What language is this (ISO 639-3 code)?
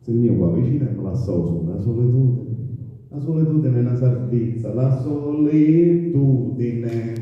scn